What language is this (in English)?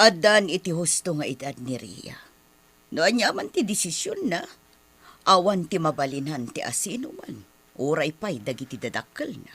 Iloko